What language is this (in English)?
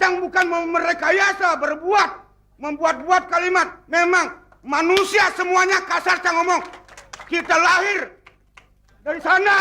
Balinese